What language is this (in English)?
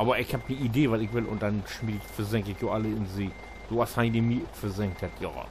Low German